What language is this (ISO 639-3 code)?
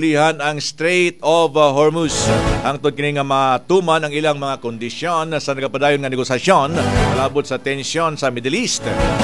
ceb